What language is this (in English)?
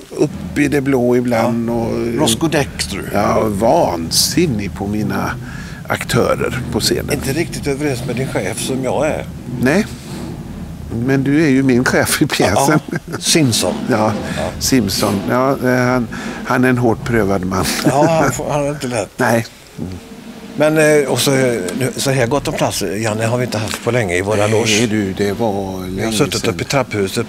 Swedish